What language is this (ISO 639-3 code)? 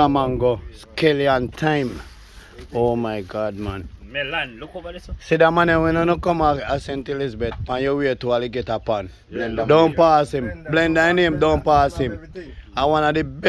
jam